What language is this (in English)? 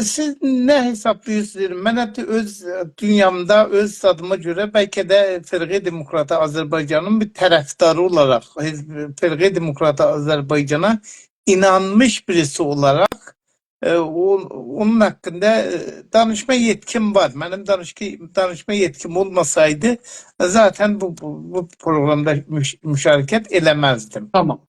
South Azerbaijani